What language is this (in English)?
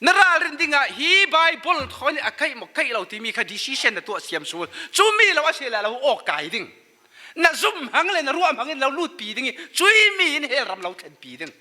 Falam Chin